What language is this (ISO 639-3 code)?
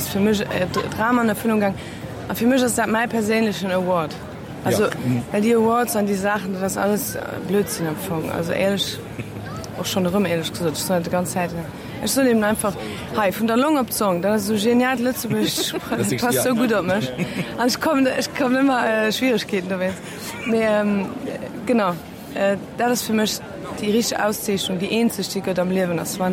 ltz